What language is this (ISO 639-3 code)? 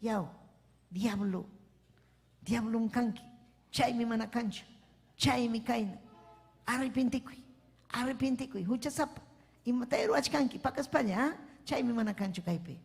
quy